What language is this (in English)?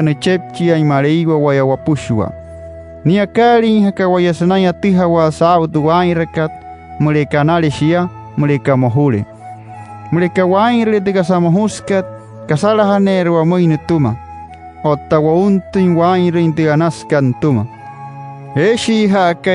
Wayuu